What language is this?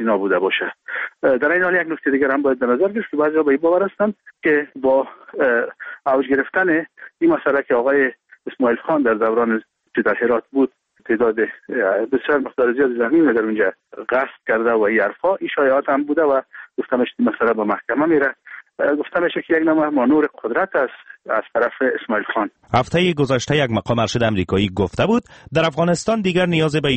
Persian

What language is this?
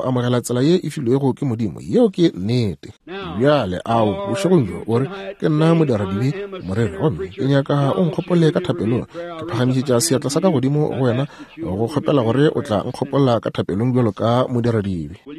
Northern Sotho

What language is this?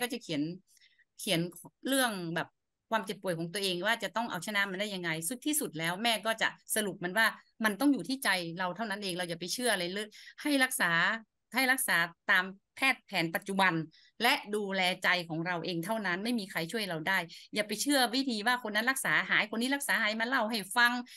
Thai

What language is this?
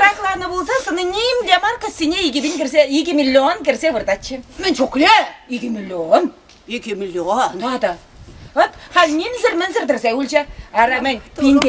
Chuvash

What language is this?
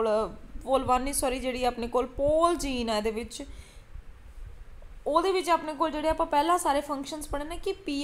Punjabi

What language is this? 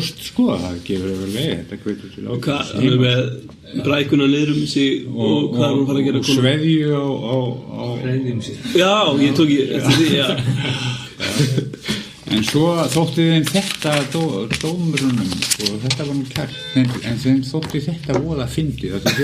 Icelandic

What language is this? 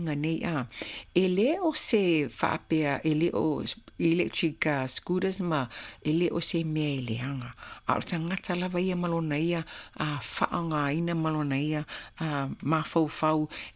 Samoan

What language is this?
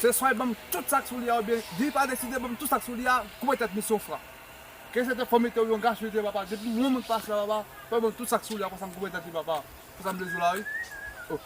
Haitian Creole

